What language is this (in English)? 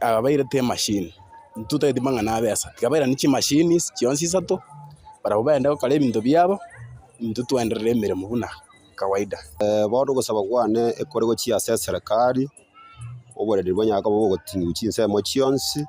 Gusii